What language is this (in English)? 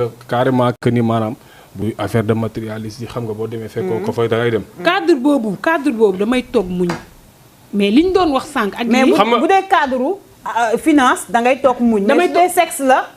Wolof